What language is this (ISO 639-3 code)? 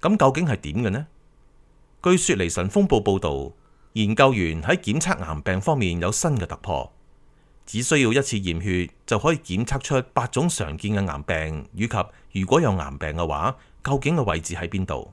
yue